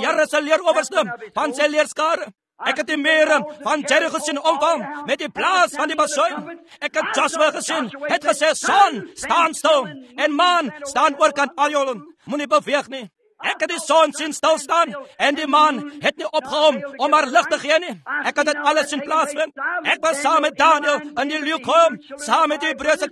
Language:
Afrikaans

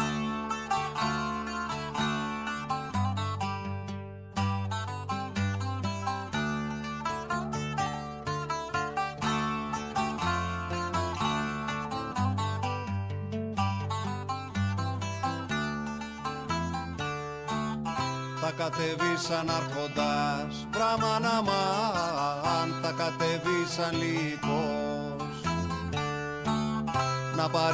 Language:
Greek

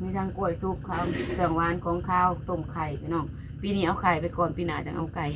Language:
Northeastern Thai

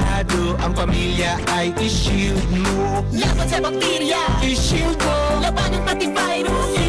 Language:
Bikol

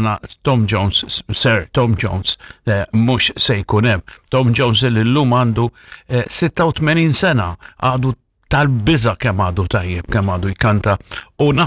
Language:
Maltese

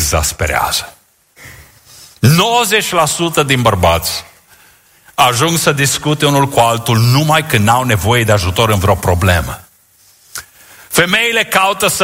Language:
Romanian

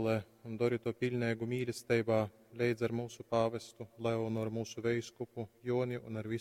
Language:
Latgalian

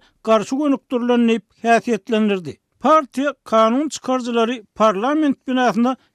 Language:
Turkmen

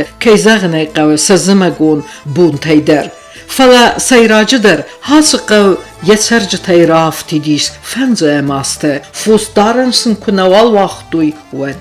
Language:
Ossetic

